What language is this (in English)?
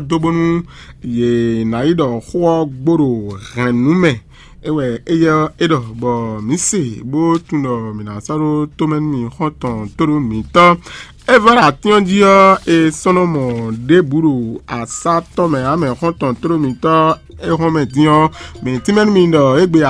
Fon